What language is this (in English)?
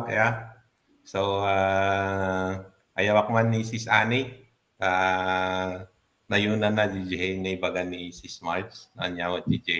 Iloko